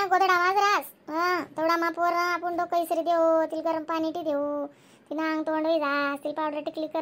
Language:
Khandesi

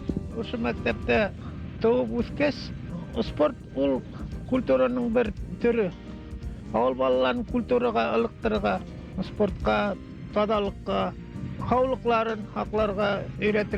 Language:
Bashkir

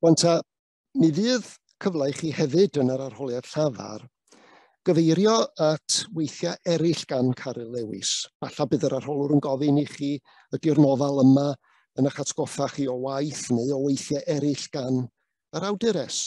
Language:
Welsh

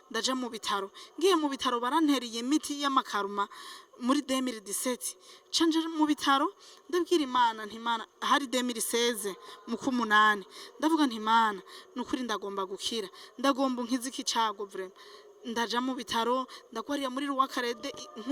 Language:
Rundi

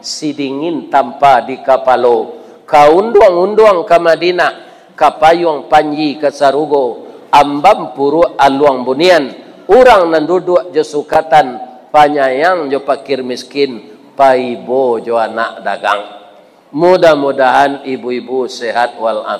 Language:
Minangkabau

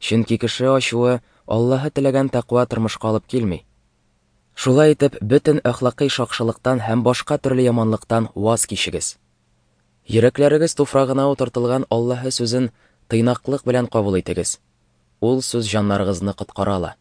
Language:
Tatar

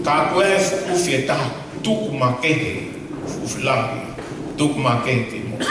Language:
Tongan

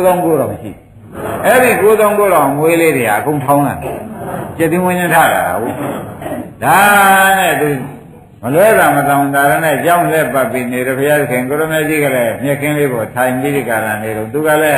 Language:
Burmese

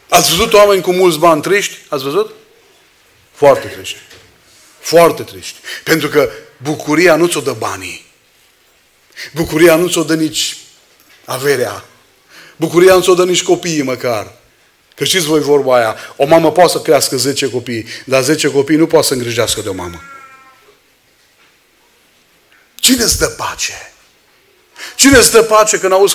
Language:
Romanian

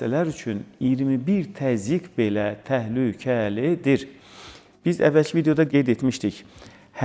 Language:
Azerbaijani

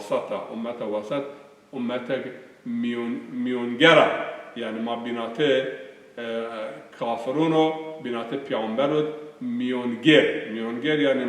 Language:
Zaza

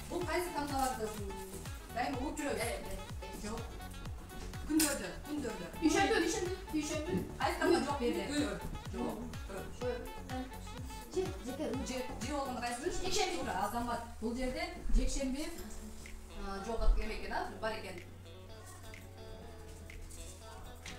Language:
Kyrgyz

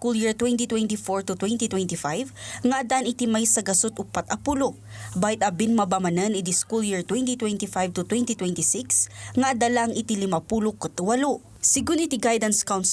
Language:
Iloko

